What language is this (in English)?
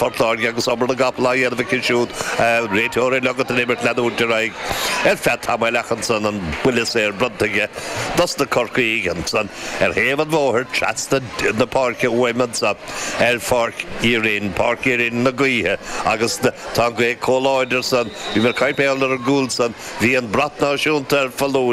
Irish